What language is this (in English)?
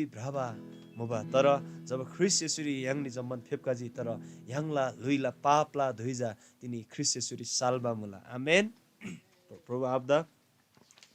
Eastern Tamang